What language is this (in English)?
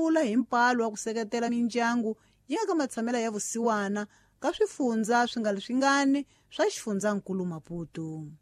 Tsonga